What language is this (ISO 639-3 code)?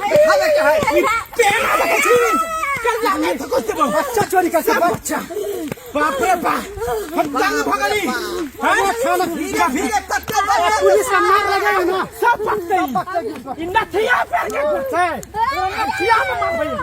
mai